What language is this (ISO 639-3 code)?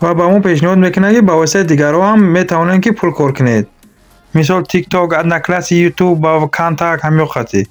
tgk